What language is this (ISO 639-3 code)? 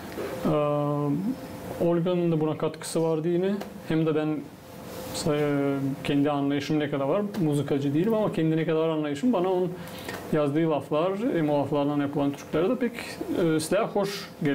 gag